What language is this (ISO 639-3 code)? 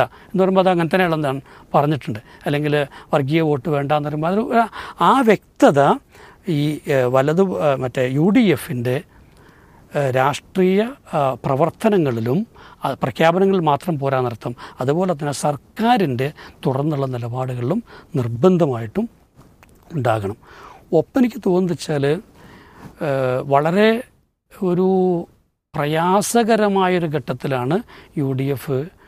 mal